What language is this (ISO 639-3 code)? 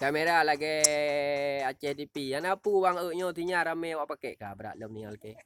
ace